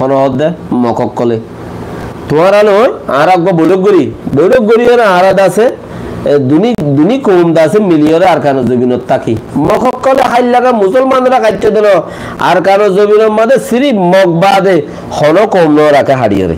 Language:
Rohingya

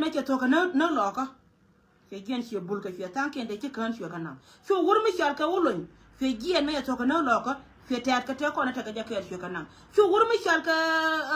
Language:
Nuer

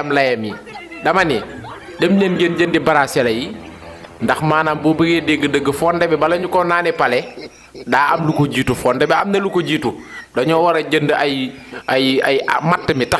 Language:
Wolof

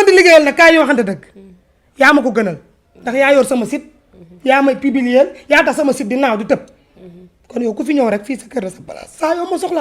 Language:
Wolof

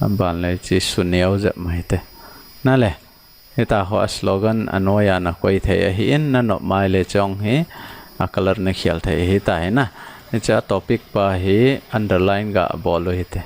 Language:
Thado Chin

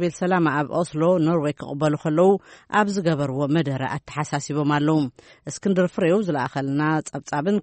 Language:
Tigrinya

